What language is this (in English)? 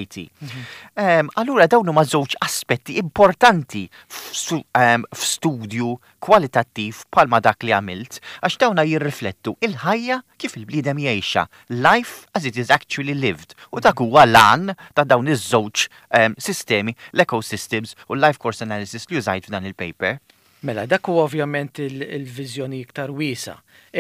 Maltese